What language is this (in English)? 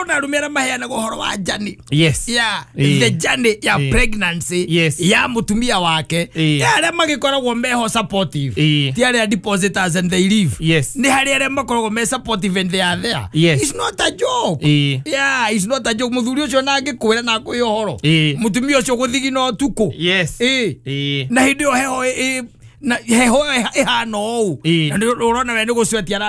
Kikuyu